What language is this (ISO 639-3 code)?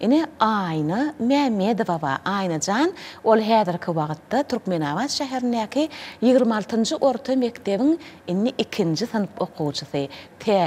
tuk